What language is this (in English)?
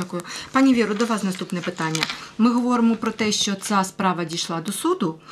Ukrainian